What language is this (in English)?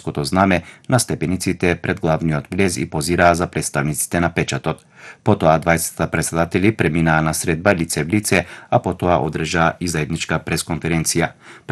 Macedonian